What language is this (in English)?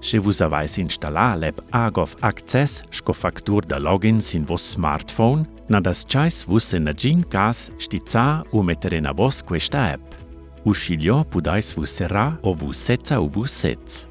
Romansh